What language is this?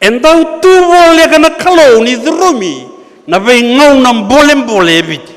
Fijian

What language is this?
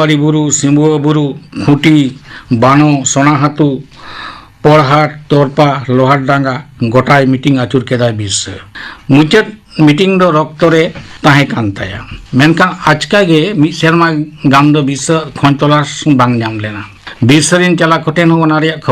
Santali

